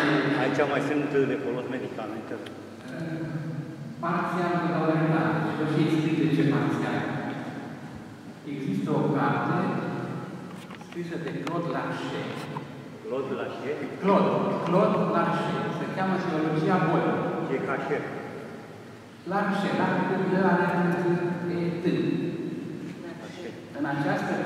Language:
Romanian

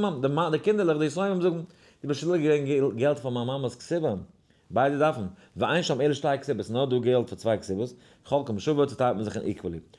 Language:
Yiddish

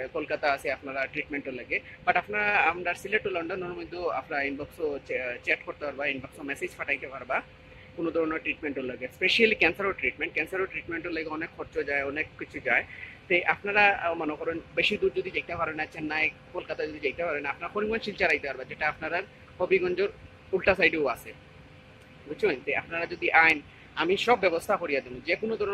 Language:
Sylheti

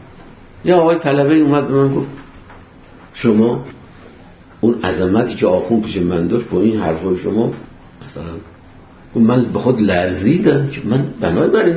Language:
Persian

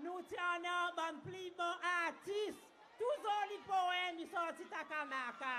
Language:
Seselwa Creole French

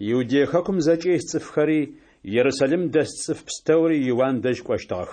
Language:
Adyghe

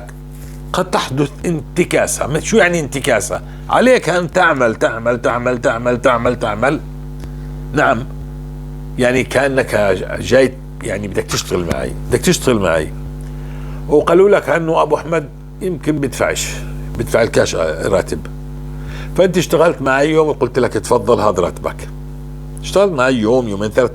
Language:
North Levantine Arabic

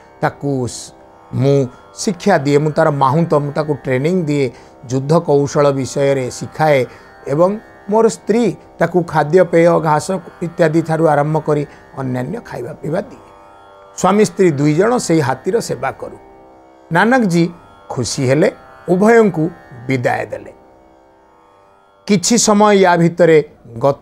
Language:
Odia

